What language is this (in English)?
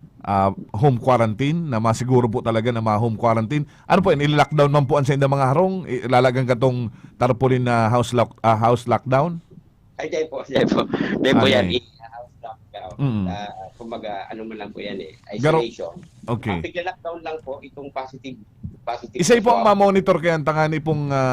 Bikol